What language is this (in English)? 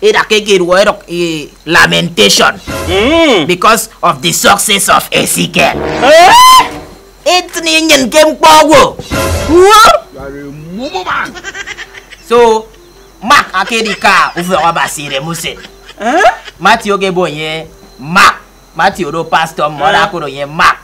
Efik